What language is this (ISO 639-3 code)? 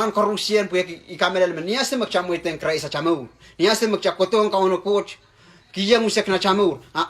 pon